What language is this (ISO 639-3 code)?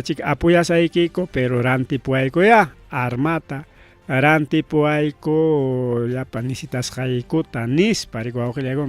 quy